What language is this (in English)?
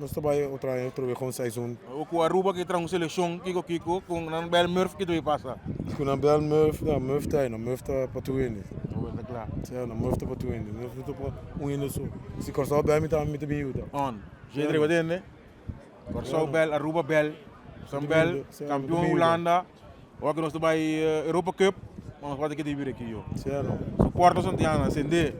Papiamento